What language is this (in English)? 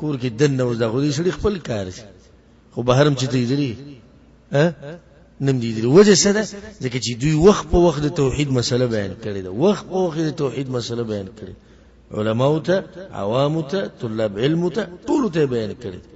Pashto